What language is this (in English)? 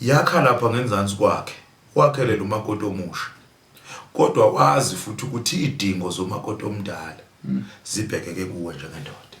Zulu